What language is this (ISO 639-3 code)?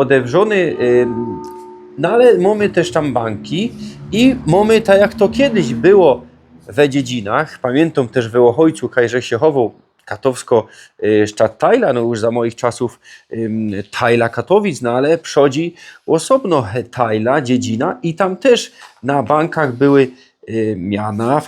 szl